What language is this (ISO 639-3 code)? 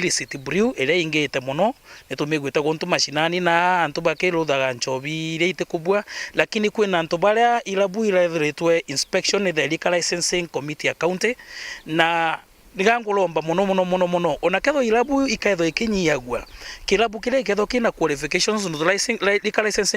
mer